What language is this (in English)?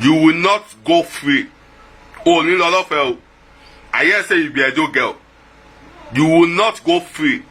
Nigerian Pidgin